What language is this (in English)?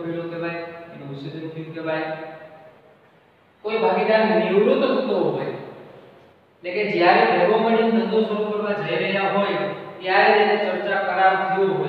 Gujarati